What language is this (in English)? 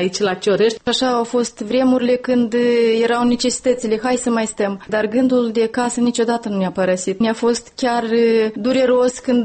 Romanian